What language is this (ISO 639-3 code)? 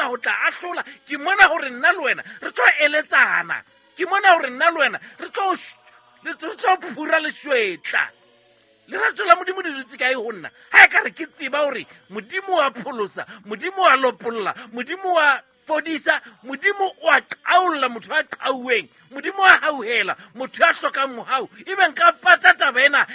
sot